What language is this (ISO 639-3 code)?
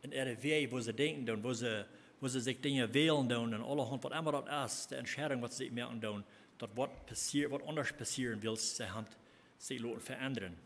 pdt